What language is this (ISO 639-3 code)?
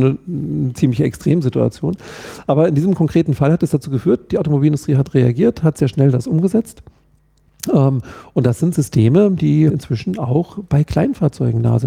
deu